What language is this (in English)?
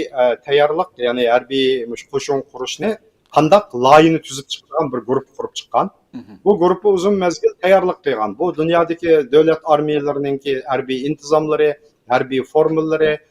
Uyghur